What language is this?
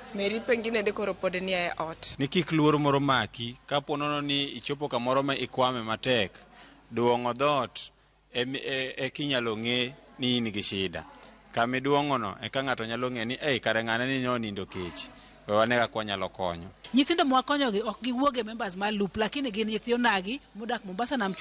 Luo (Kenya and Tanzania)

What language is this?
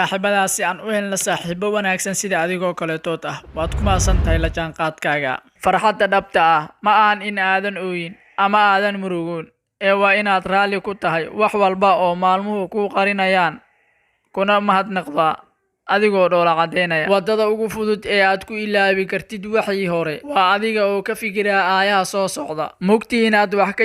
Somali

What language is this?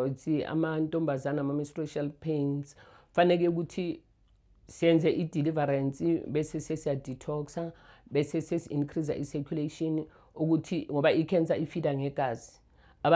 Zulu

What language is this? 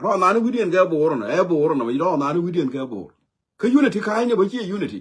Nuer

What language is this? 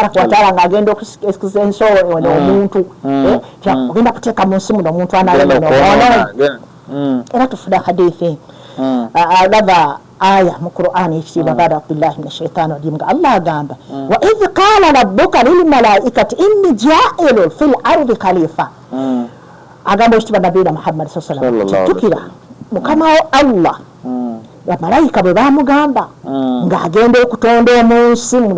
Ganda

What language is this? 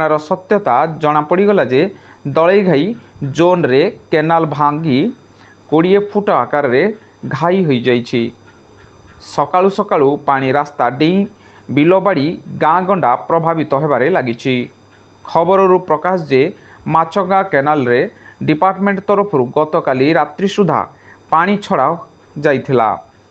Odia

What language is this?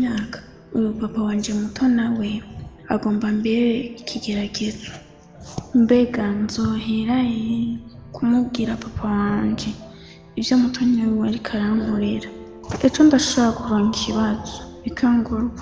Rundi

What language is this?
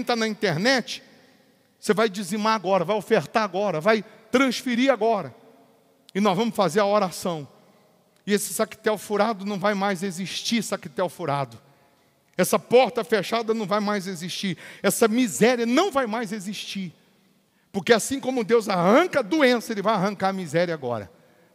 Portuguese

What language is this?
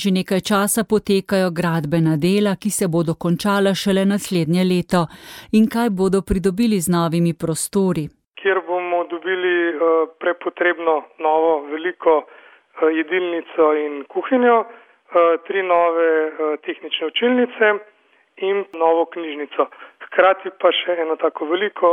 Slovenian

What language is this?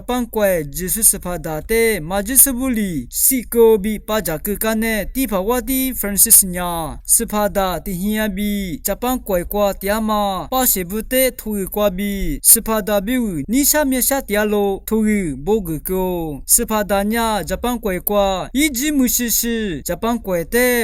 Lisu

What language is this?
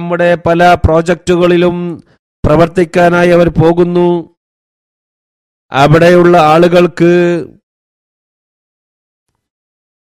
Malayalam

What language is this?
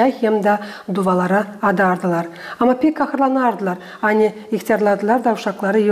Gagauz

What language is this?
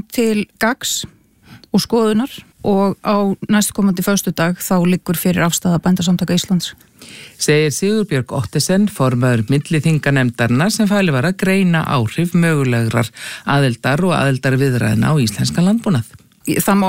Icelandic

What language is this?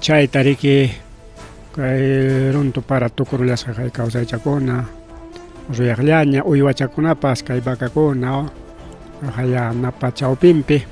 Ayacucho Quechua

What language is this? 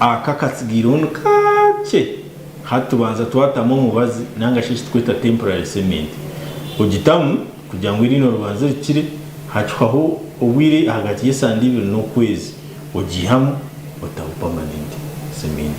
Nyankole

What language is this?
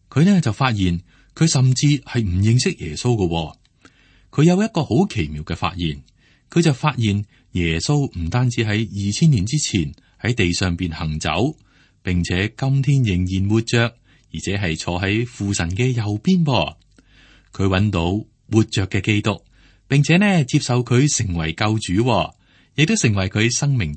Cantonese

